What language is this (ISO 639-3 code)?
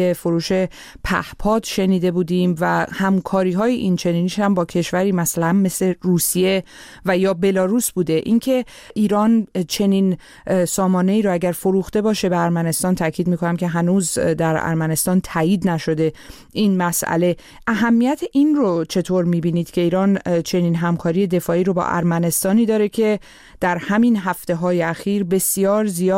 fas